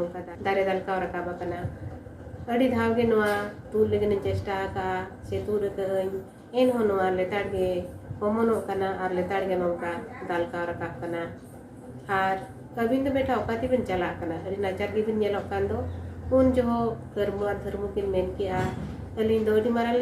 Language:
Santali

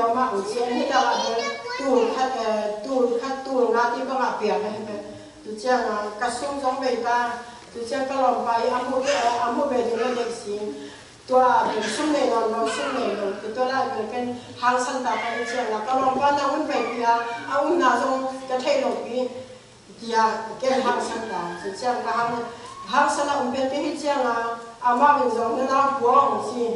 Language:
Tedim Chin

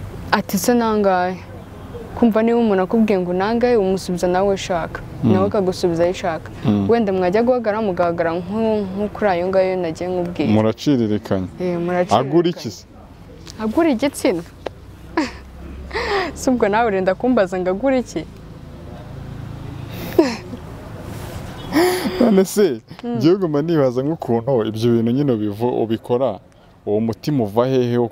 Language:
Kinyarwanda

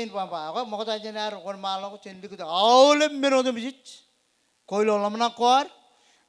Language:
Marshallese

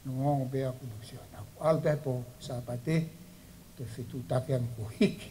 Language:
Tongan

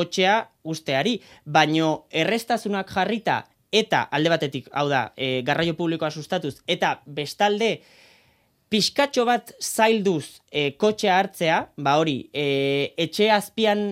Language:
Basque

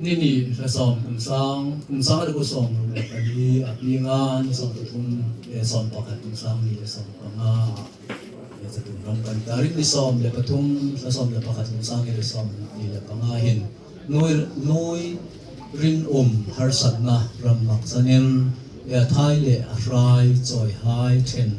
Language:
Hmar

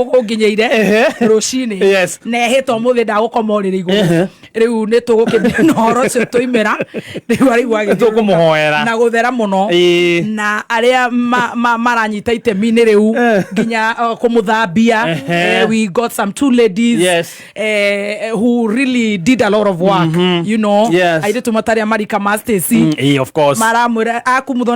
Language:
Kikuyu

